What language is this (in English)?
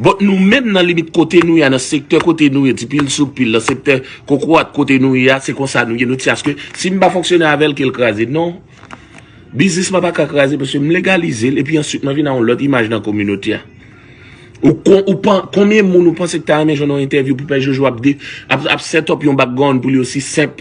Haitian Creole